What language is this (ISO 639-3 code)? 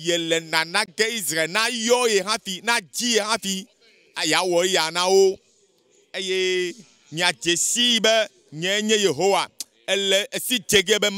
ewe